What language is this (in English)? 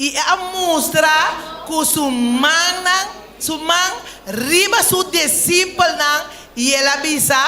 Papiamento